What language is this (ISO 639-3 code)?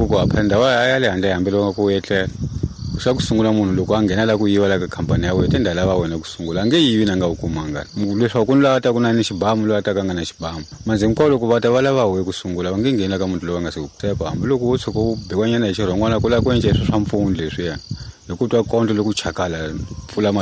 tso